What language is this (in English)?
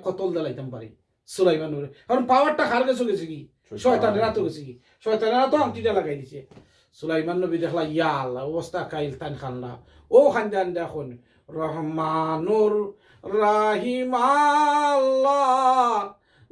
Sylheti